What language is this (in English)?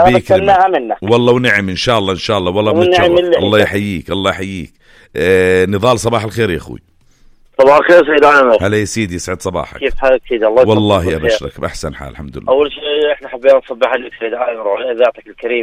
North Levantine Arabic